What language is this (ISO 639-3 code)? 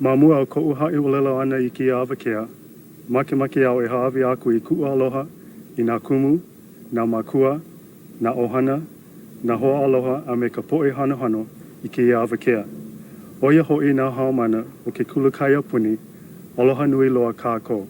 haw